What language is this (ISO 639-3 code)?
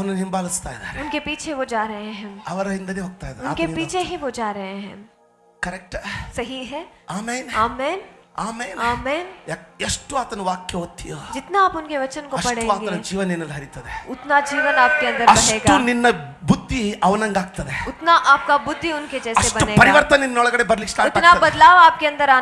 kan